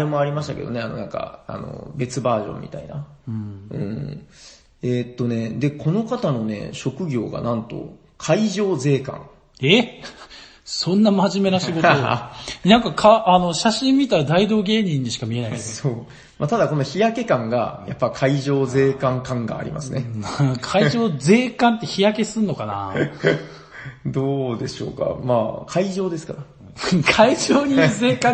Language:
Japanese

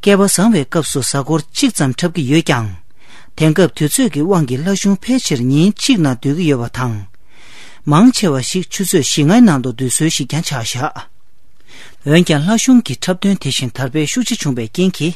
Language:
Tibetan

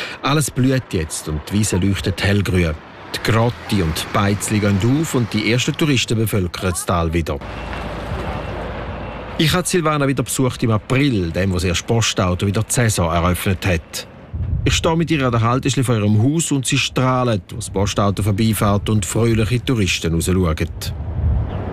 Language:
German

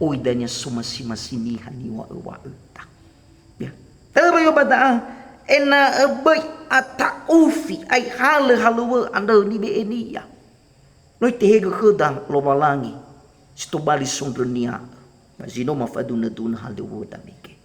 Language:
Nias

